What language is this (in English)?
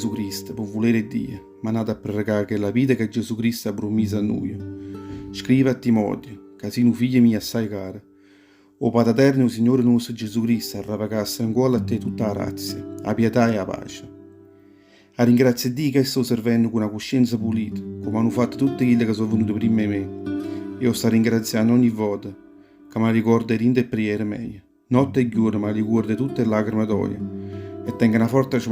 Neapolitan